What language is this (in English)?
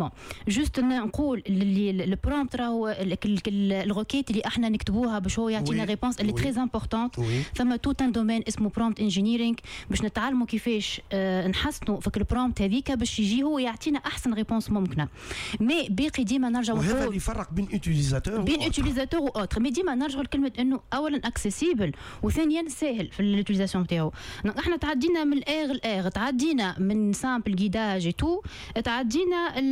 Tunisian Arabic